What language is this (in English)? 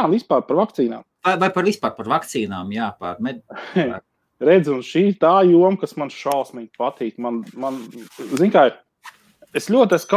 Latvian